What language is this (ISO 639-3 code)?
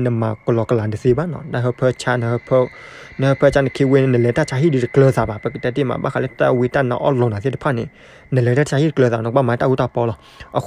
ksw